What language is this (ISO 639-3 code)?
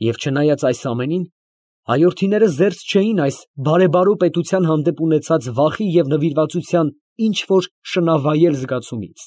hye